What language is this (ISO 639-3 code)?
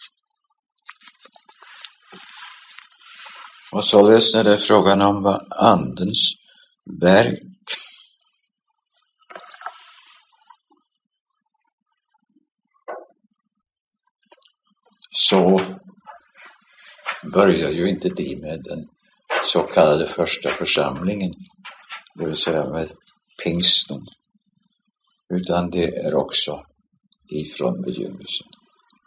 swe